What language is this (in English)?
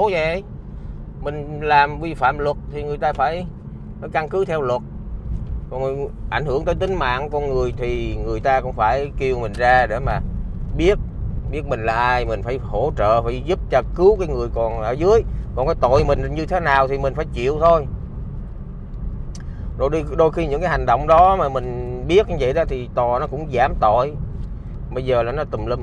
Vietnamese